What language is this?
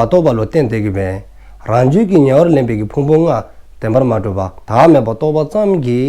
Dzongkha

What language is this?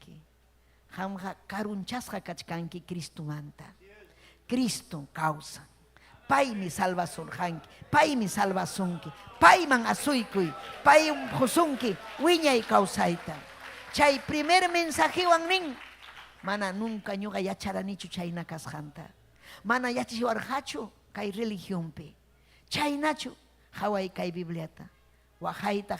Ayacucho Quechua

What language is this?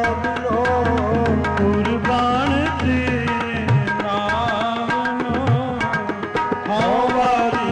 Punjabi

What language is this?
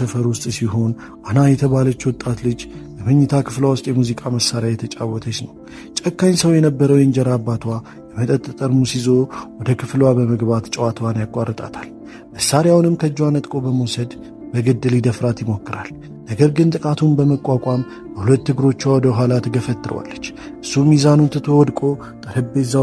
Amharic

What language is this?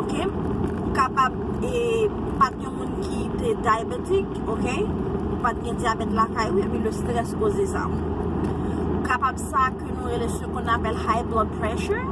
Haitian Creole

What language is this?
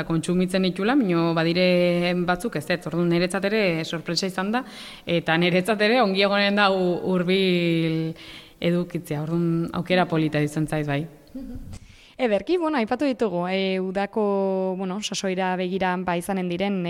Basque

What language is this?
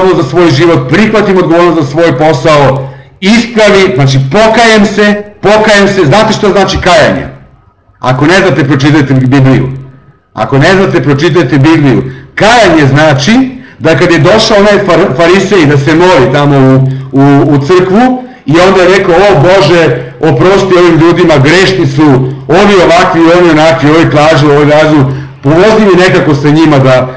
Serbian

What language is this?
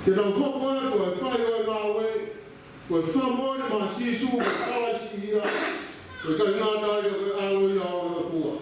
Tongan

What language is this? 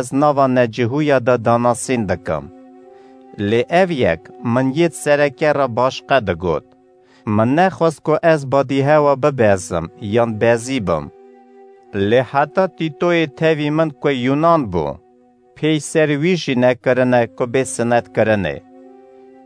Kurdish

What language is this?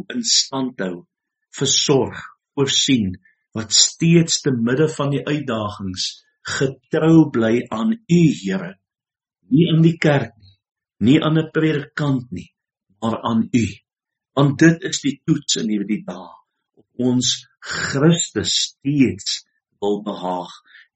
Afrikaans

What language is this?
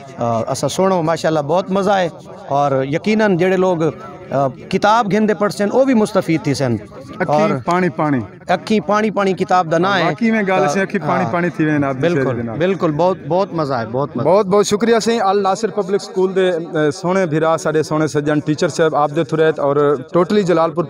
Saraiki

